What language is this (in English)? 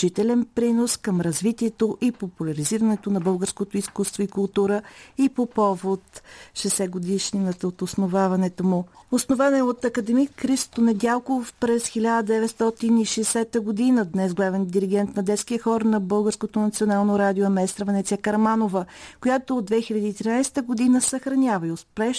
Bulgarian